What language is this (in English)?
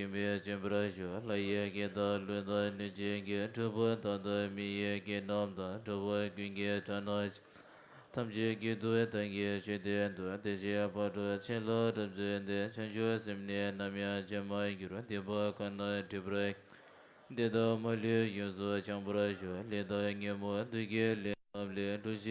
Tibetan